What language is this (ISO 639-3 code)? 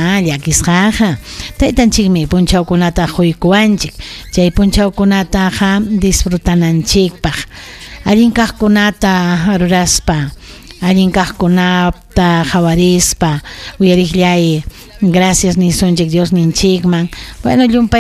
quy